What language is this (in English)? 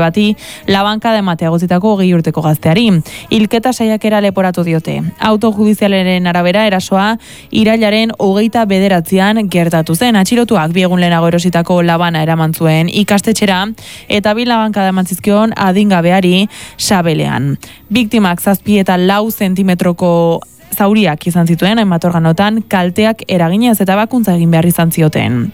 Basque